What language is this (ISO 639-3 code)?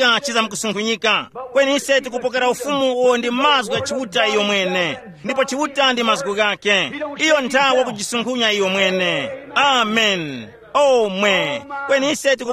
tum